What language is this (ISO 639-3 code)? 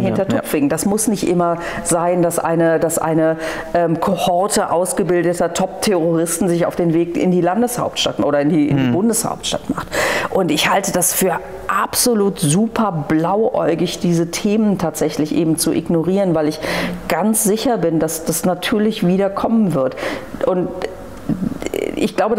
deu